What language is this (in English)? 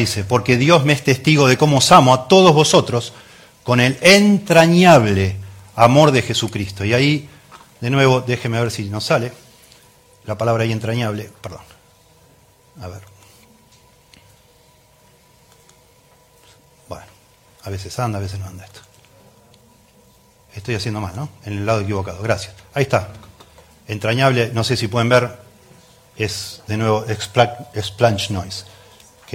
Spanish